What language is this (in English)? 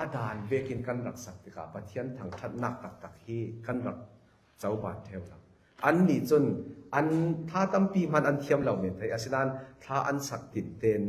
Falam Chin